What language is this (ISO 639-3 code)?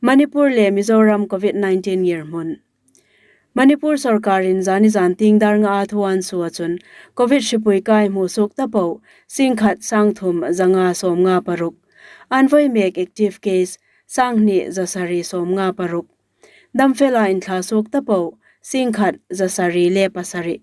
hmr